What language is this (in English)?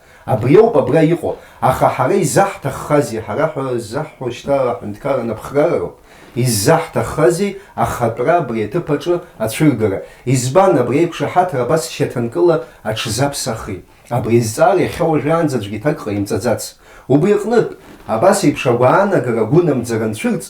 Abkhazian